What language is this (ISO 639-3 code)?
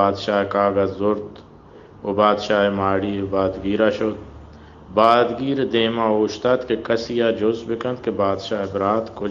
bal